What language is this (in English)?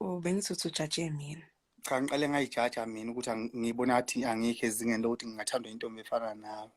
Zulu